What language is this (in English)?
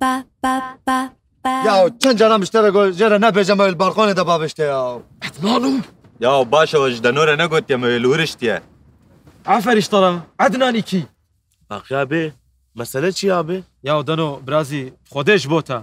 Kurdish